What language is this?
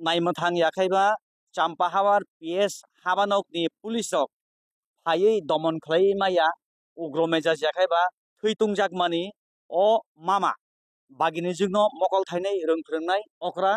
Kok Borok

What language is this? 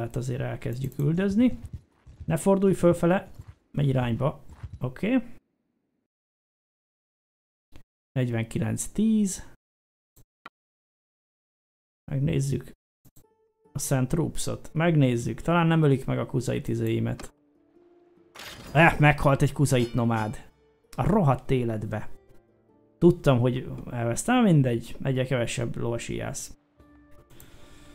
Hungarian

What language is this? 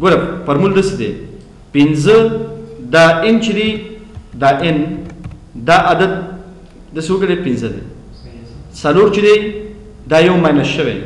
Pashto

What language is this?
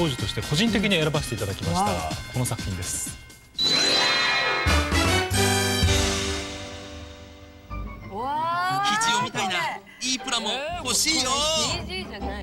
Japanese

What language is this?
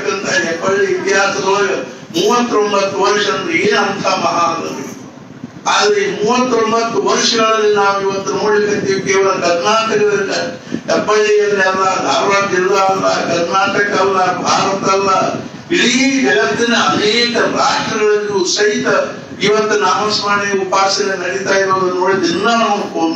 Kannada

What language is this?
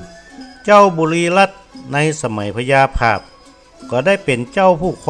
Northern Thai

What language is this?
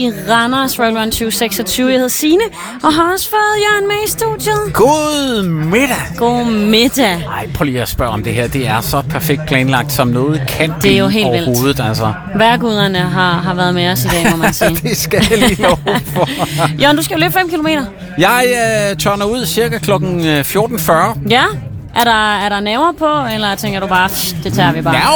Danish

